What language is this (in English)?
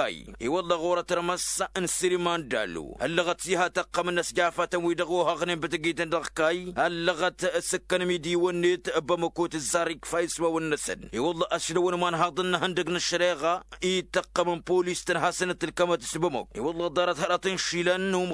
Tamasheq